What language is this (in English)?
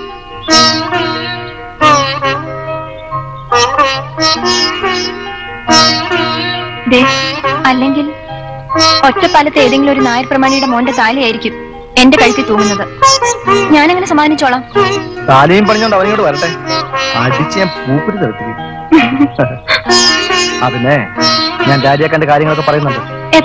Malayalam